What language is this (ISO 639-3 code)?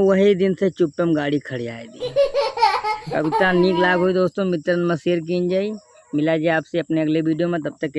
awa